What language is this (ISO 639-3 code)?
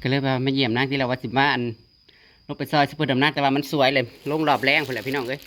tts